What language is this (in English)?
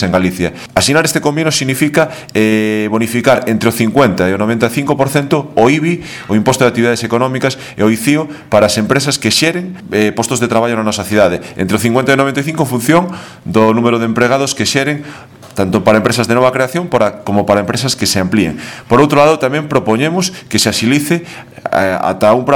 Galician